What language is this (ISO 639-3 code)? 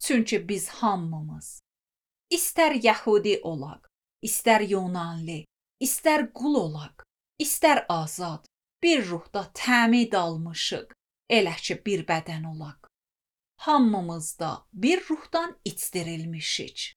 aze